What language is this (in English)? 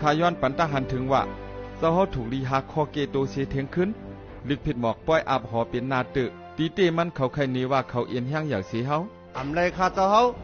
Shan